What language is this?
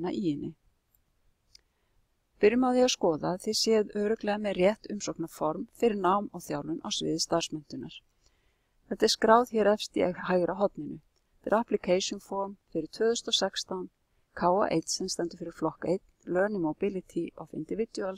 Icelandic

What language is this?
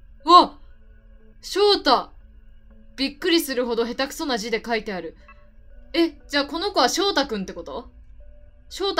Japanese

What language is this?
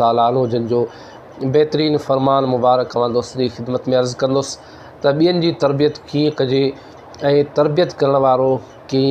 Sindhi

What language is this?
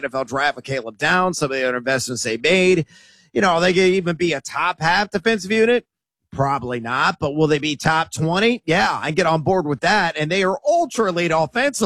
English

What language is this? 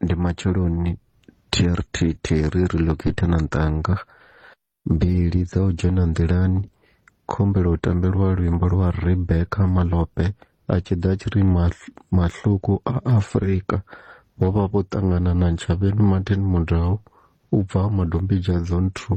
Venda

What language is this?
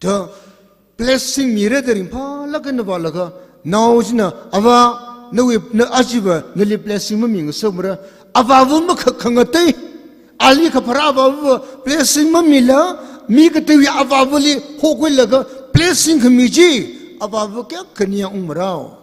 Tangkhul Naga (India)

